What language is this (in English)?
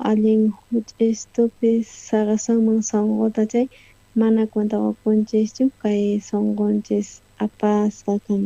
South Bolivian Quechua